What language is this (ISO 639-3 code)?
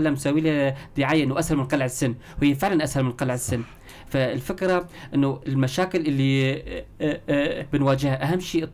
apc